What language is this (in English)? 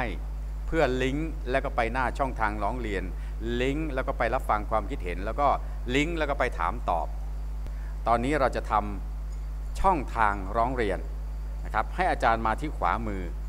Thai